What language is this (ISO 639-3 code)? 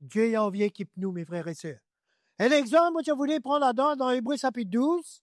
mfe